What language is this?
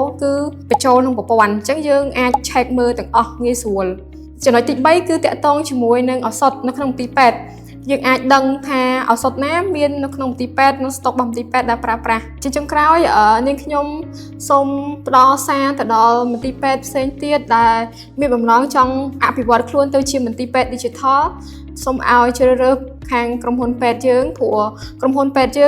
Khmer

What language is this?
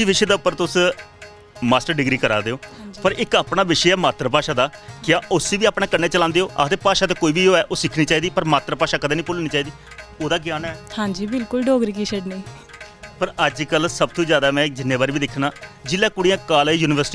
Dogri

